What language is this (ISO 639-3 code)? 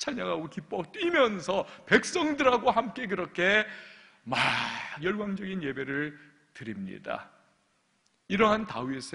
kor